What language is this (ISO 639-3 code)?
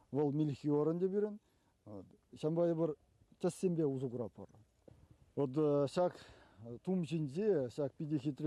chv